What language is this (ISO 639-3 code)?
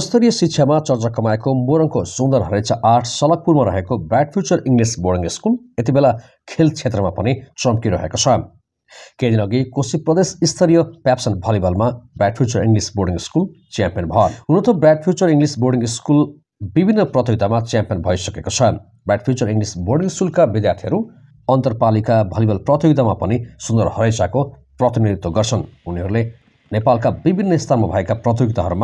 nep